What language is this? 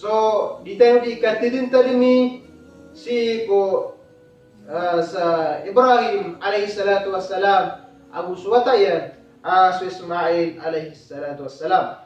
Maranao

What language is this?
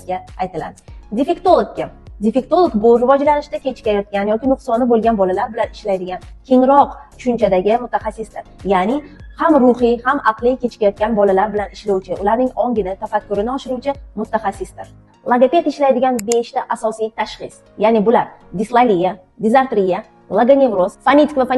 Uzbek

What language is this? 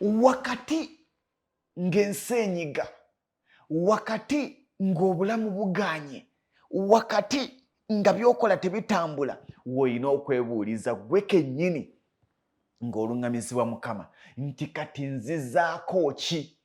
Ganda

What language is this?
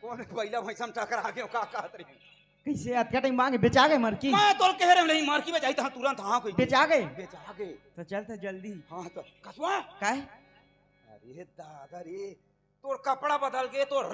Chhattisgarhi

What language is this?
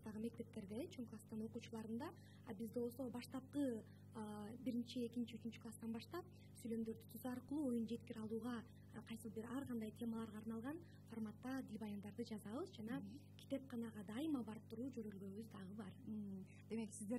Kyrgyz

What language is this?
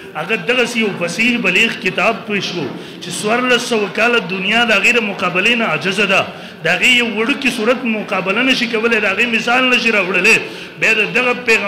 Pashto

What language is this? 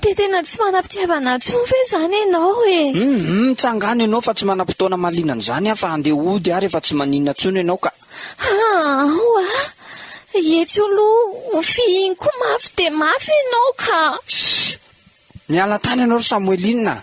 Malagasy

